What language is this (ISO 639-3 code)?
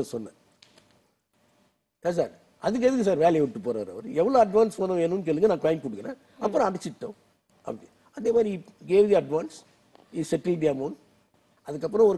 tam